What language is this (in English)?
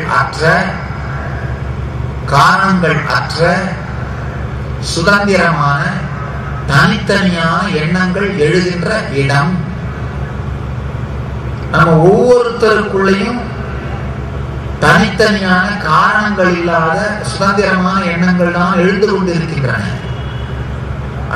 Tamil